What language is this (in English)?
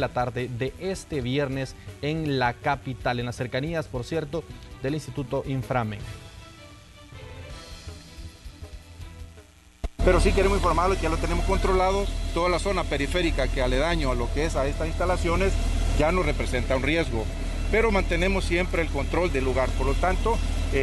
Spanish